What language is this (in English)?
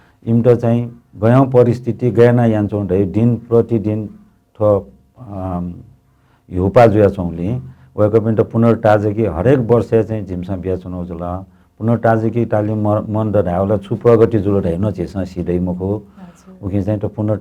Newari